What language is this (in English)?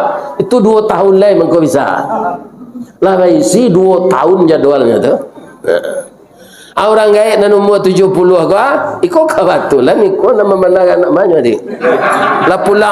Minangkabau